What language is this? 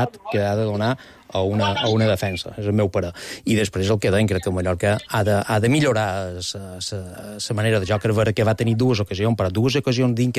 Catalan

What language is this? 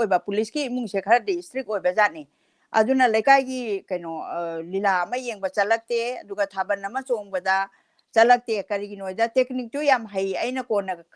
Manipuri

